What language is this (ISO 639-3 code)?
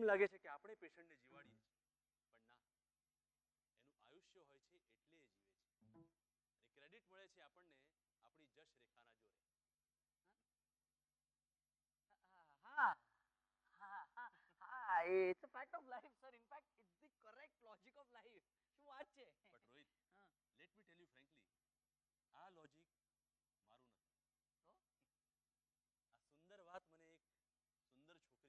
guj